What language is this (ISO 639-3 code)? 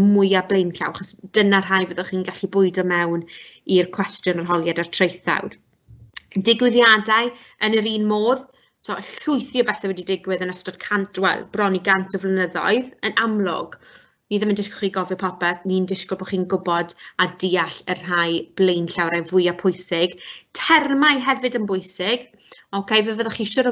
cym